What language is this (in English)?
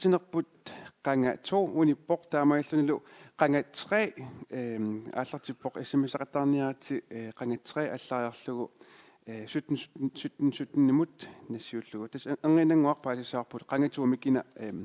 Kalaallisut